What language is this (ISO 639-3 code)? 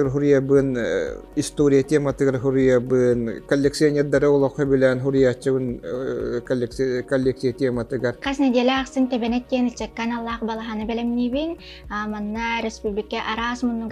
sah